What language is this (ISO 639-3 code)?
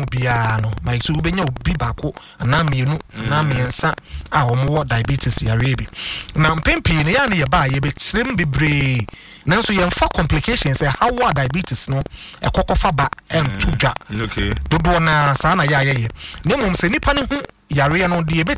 aka